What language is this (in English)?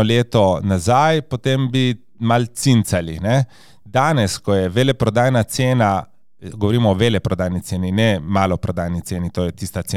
Slovenian